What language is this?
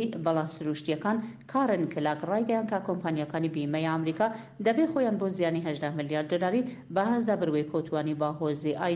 Central Kurdish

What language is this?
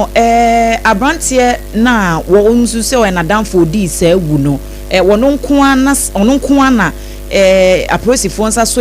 Akan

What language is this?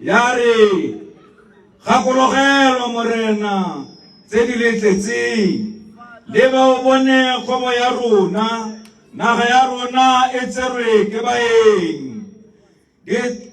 Tswana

